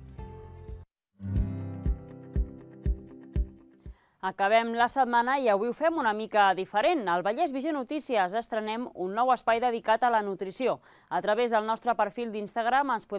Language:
Catalan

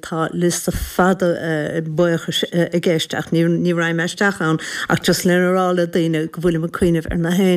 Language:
Irish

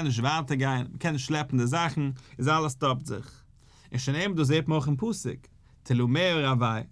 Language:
Yiddish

